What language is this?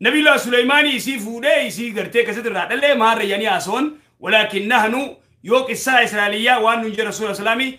Oromo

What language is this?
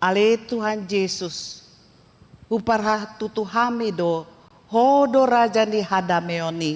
Batak Toba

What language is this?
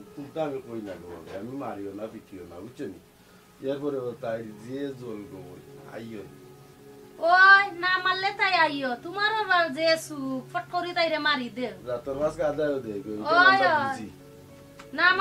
Sylheti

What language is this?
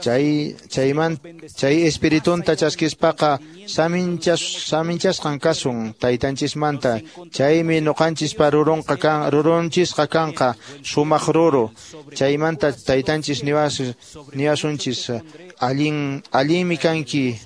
Quechua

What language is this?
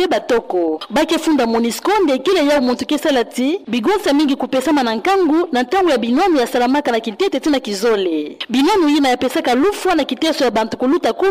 Kituba (Democratic Republic of Congo)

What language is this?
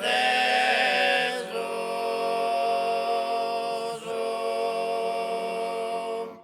Sardinian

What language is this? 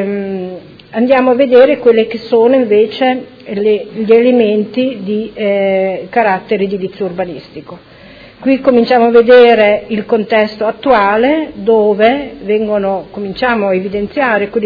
Italian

